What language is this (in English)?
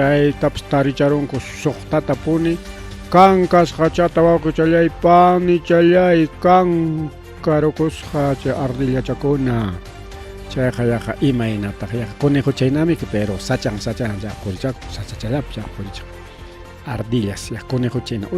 Ayacucho Quechua